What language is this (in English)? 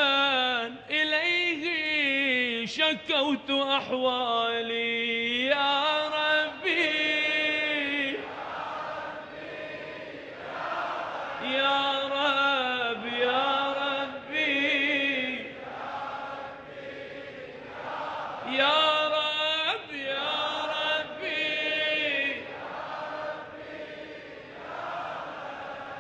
Arabic